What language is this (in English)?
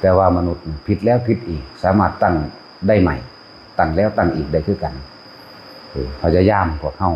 Northeastern Thai